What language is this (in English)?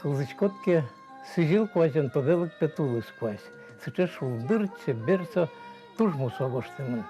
Udmurt